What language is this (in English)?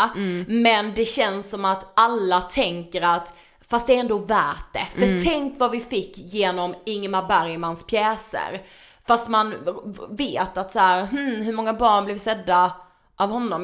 Swedish